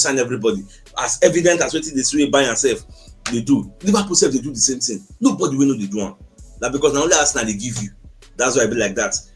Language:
Nigerian Pidgin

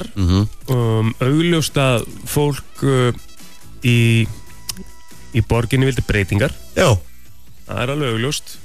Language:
Icelandic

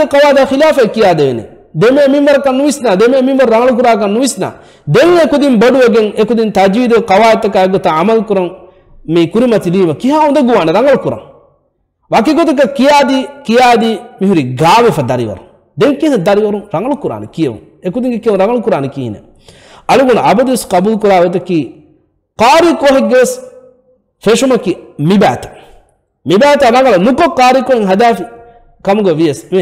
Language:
Divehi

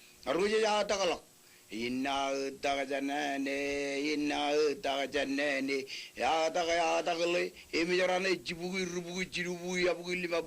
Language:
Marshallese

